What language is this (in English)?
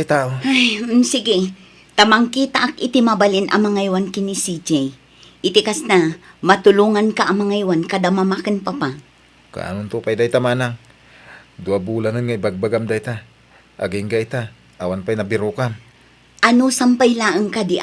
Iloko